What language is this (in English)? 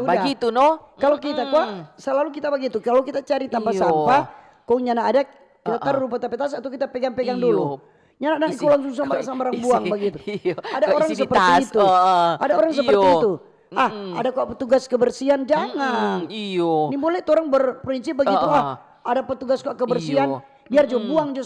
Manado Malay